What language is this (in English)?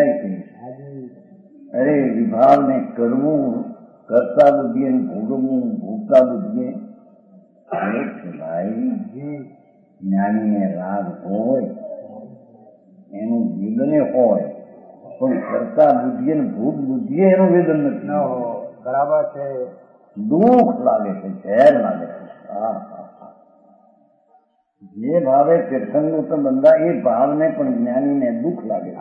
Gujarati